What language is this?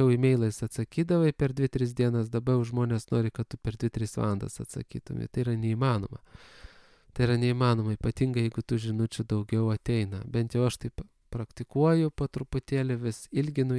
Lithuanian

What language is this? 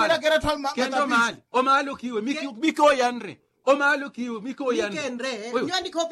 Makhuwa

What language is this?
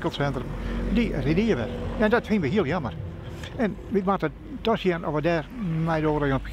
Western Frisian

